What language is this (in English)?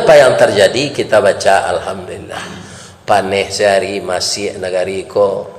Minangkabau